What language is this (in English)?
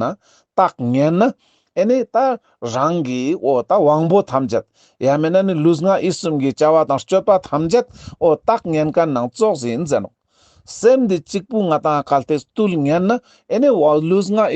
Ladakhi